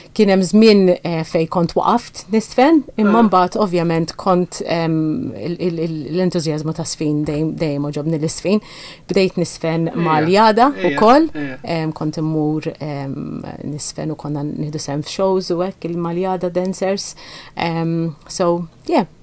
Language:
Maltese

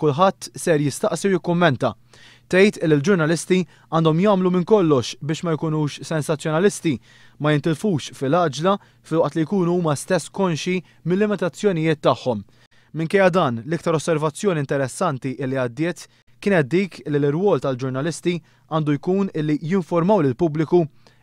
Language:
Maltese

